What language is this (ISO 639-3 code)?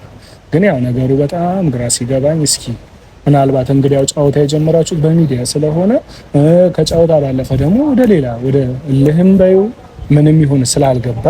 amh